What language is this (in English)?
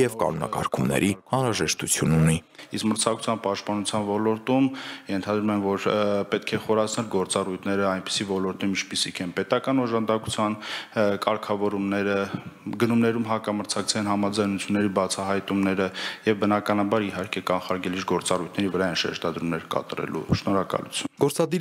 Armenian